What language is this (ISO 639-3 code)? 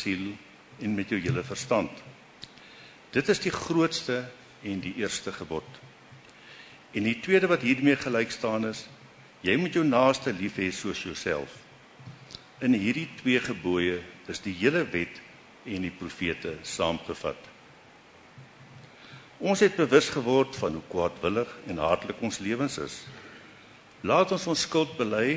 afr